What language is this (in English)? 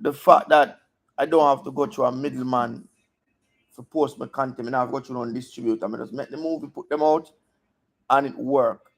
Jamaican Creole English